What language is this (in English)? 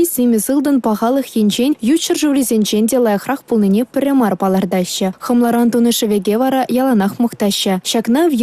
Chuvash